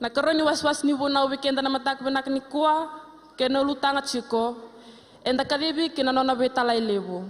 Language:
Fijian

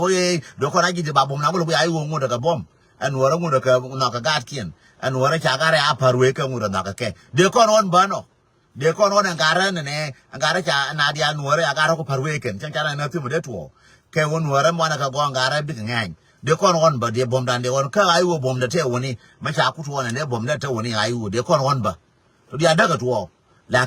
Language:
Nuer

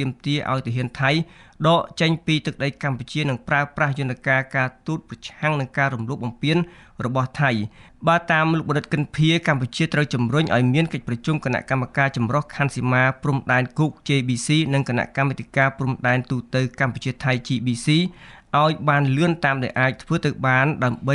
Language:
Khmer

